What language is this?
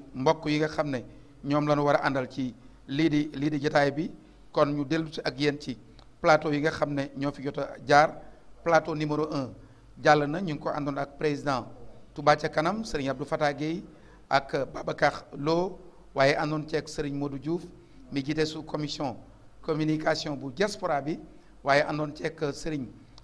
Wolof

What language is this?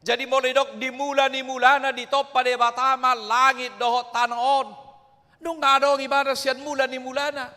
Batak Toba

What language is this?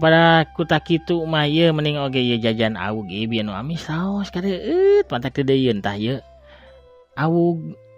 Sundanese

